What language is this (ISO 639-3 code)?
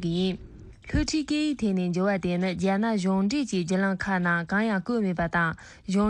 bod